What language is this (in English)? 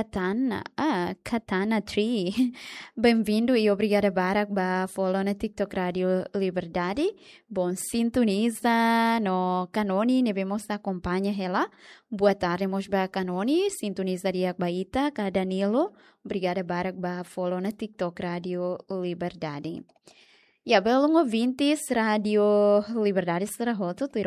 Tetum